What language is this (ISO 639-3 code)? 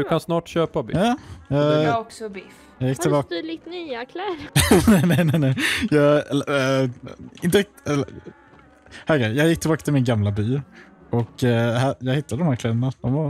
swe